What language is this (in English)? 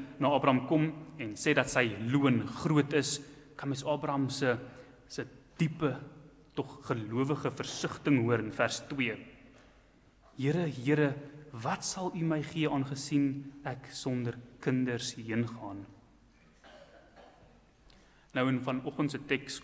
Afrikaans